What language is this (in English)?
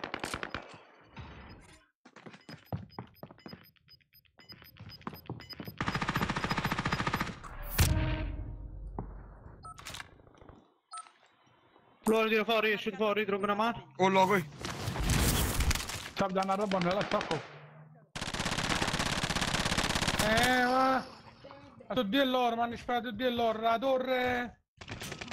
Italian